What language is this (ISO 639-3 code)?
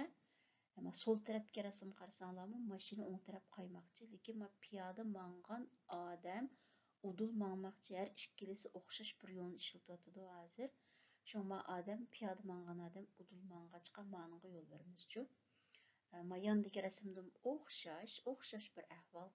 uig